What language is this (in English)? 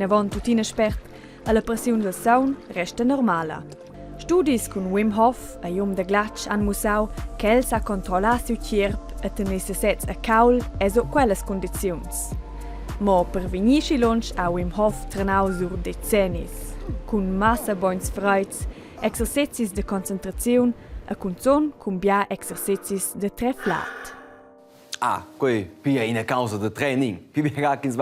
Romansh